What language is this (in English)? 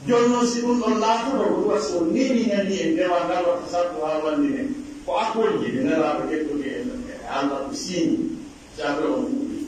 Pular